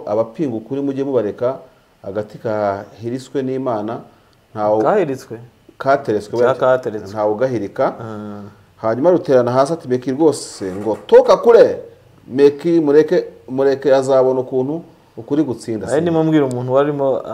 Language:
Kinyarwanda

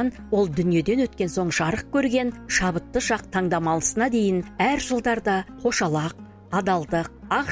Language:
Kazakh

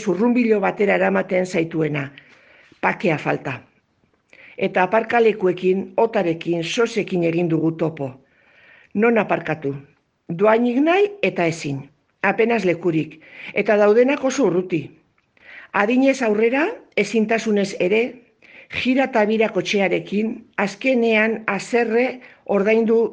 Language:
Basque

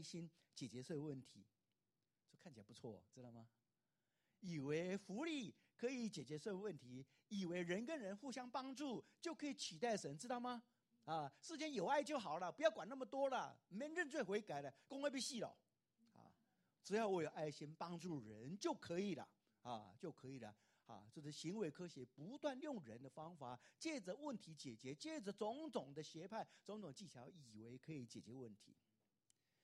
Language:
Chinese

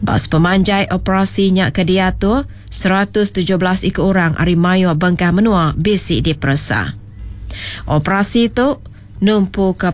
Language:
Iban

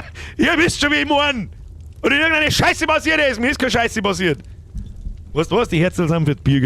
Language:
Bavarian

